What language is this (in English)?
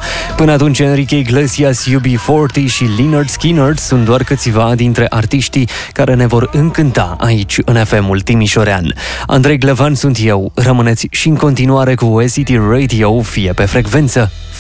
Romanian